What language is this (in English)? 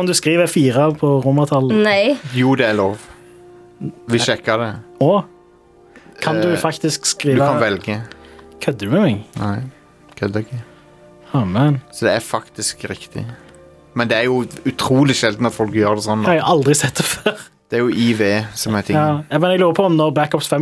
Norwegian